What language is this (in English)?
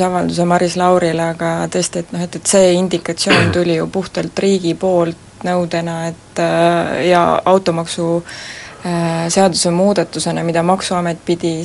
Estonian